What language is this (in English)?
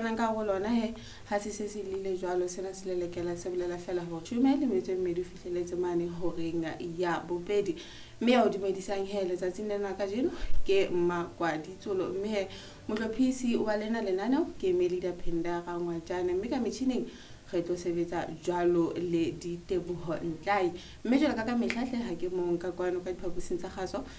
Southern Sotho